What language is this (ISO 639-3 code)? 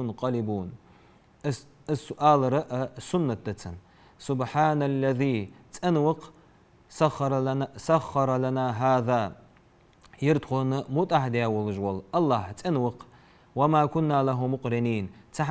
inh